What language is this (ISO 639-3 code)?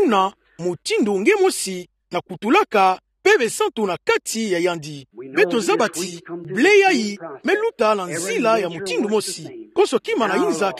ktu